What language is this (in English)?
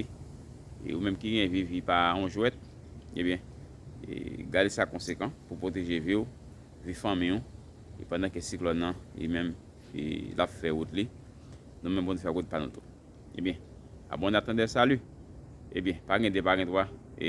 Haitian Creole